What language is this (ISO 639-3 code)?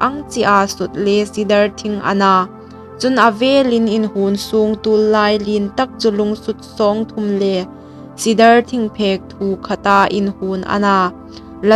hmr